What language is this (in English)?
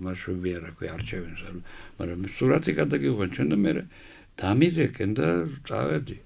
Georgian